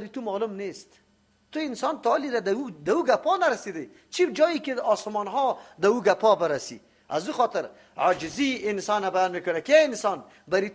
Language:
Persian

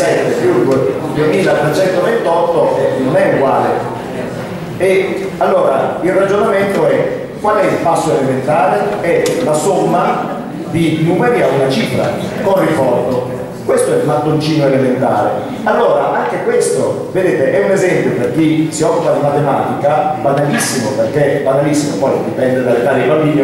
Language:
Italian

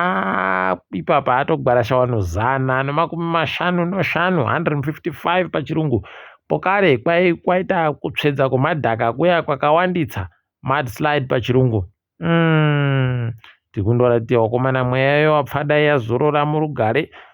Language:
Ndau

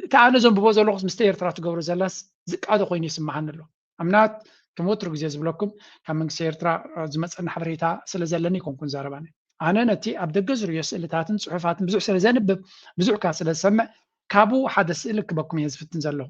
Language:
Tigrinya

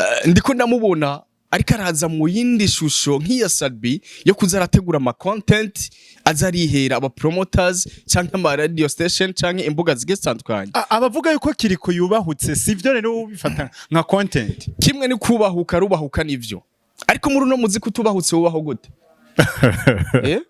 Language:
Rundi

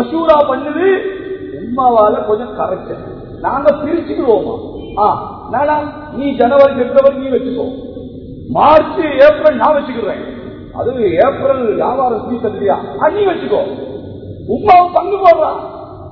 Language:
Tamil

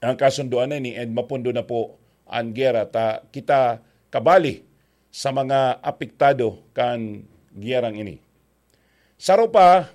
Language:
Bikol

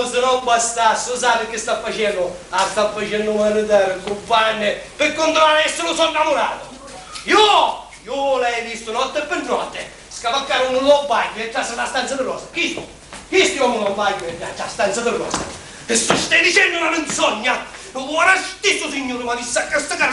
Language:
Sicilian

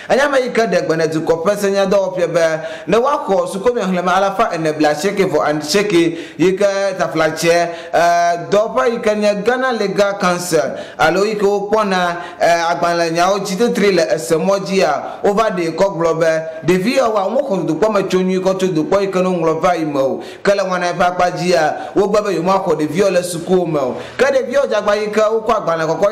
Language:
Ewe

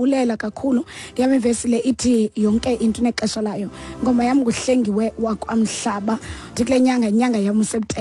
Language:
Xhosa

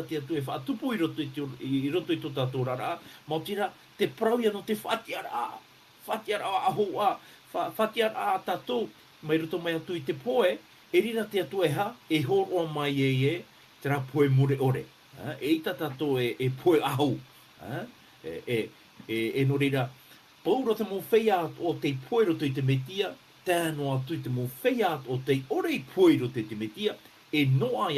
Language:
Tahitian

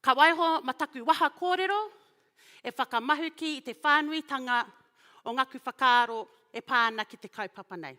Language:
Māori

